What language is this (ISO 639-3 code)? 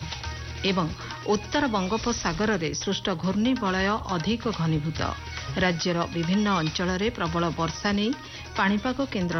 ori